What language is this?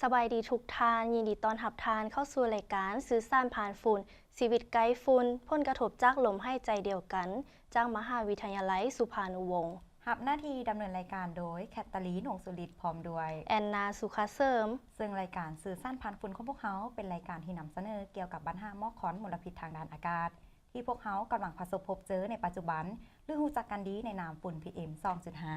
Lao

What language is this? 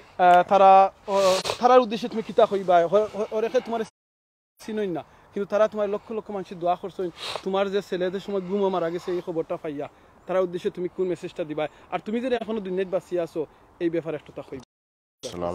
Sylheti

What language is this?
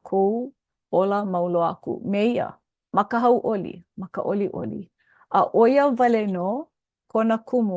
Hawaiian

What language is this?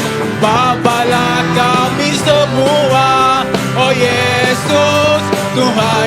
Iban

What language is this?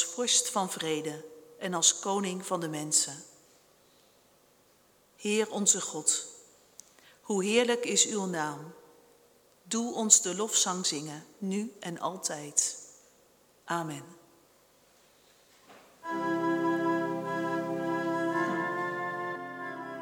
Dutch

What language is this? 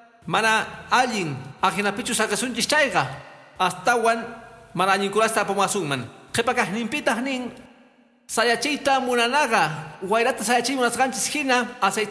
Quechua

